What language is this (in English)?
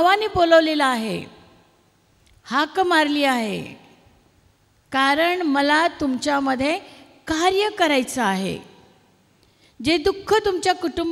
Marathi